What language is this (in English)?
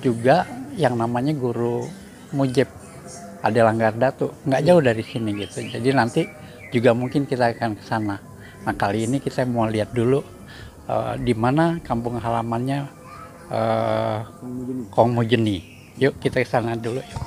Betawi